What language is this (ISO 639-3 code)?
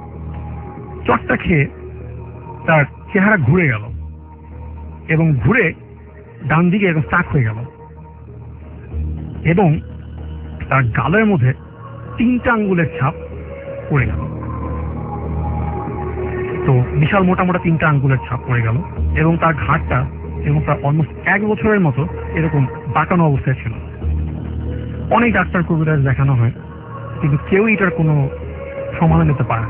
ben